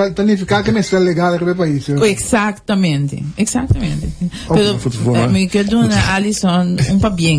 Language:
Papiamento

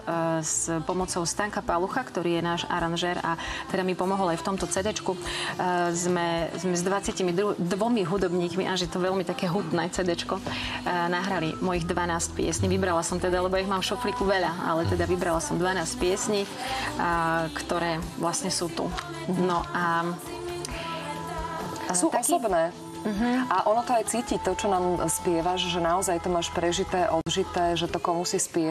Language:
Slovak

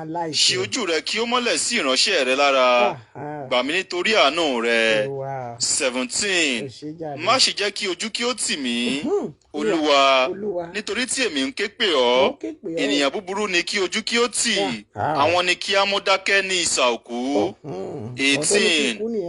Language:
Yoruba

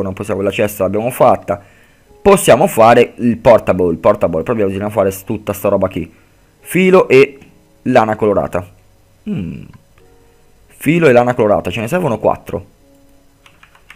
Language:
Italian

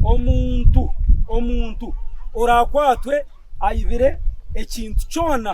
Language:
Nyankole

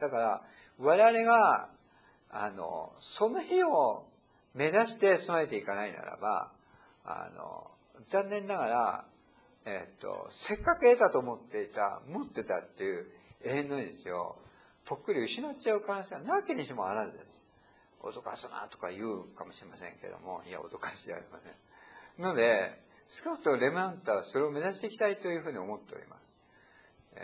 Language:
Japanese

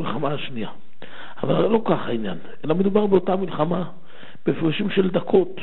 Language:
Hebrew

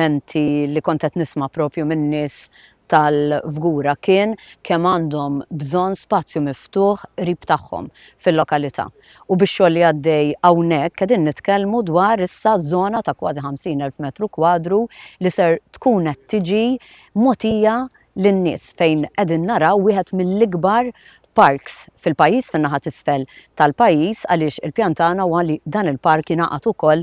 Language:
Maltese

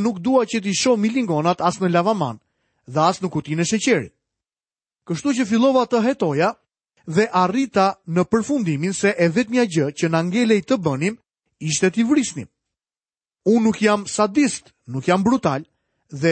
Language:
Albanian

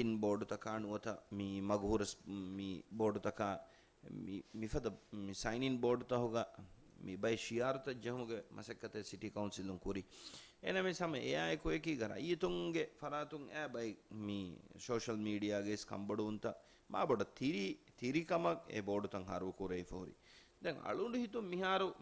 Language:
Divehi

